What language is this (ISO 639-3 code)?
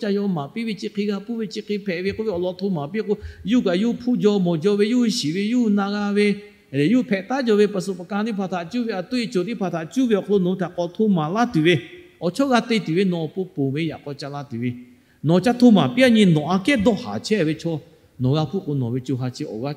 lhu